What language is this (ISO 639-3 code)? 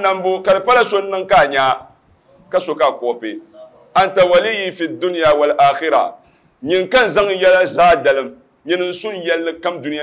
dag